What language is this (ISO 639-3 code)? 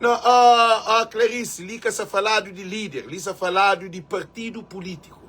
kea